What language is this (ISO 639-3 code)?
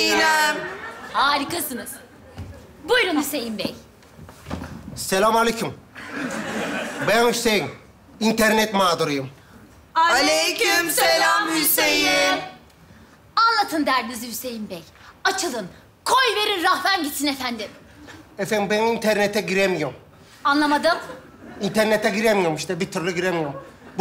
tur